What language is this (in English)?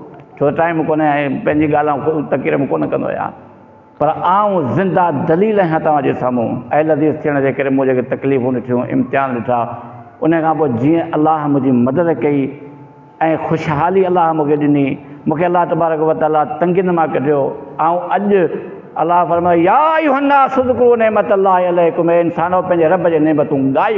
Sindhi